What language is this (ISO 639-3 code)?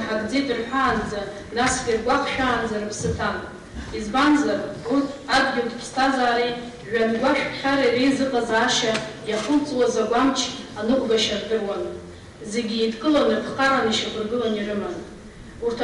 abk